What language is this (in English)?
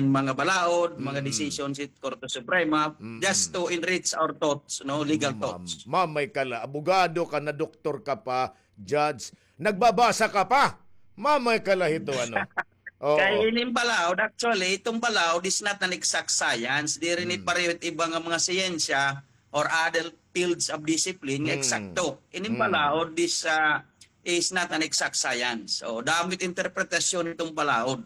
Waray